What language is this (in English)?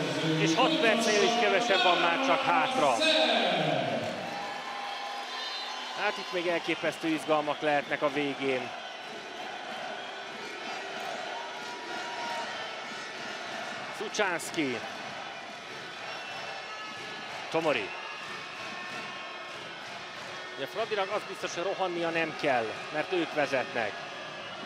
Hungarian